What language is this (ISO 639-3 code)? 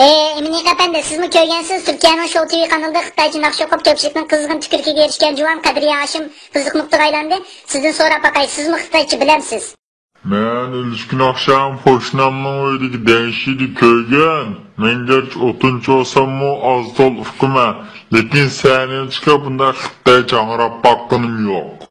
uig